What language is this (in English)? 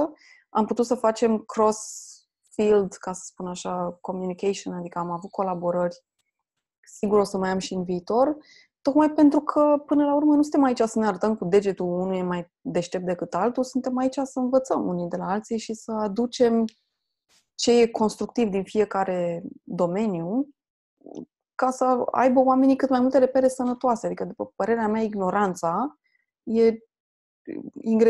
Romanian